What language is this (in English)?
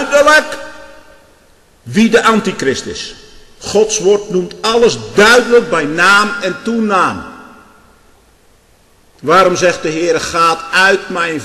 Dutch